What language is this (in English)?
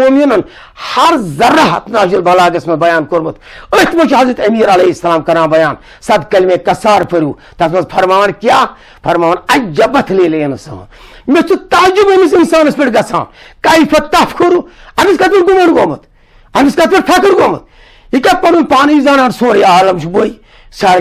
Kashmiri